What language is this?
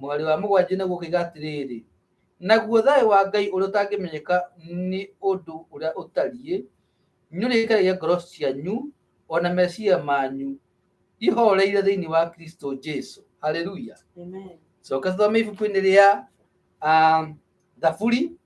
Kikuyu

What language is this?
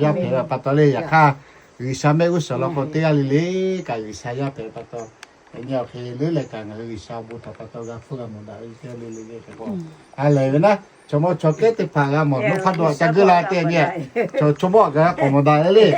Lahu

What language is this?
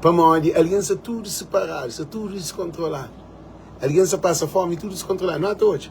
Kabuverdianu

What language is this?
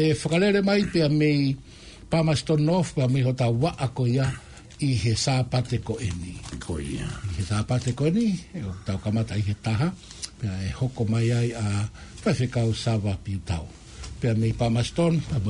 Tongan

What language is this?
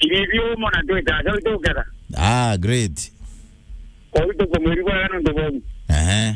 Meru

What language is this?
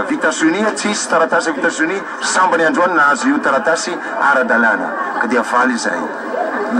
Malagasy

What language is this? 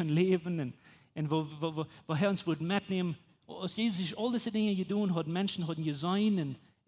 Plautdietsch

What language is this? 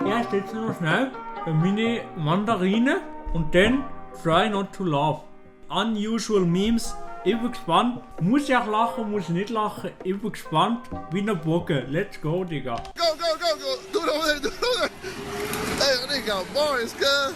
Swiss German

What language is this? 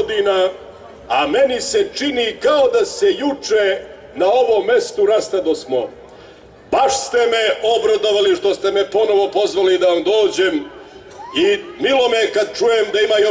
Serbian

